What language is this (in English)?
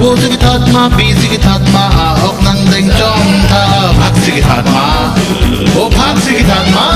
Karbi